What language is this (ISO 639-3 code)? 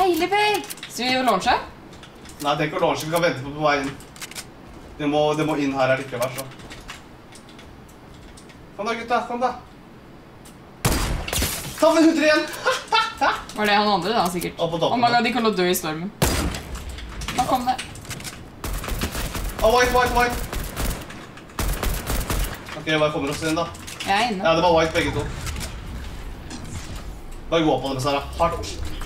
nor